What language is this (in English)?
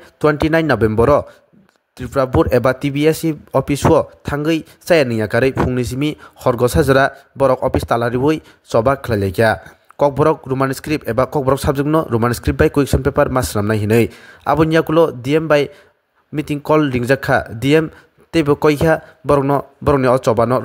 Kok Borok